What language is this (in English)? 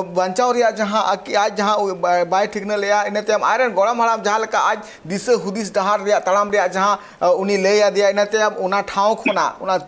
Santali